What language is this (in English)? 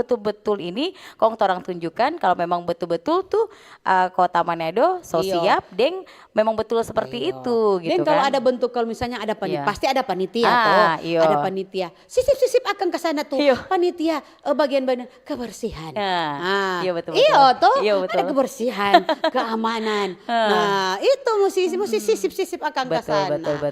Manado Malay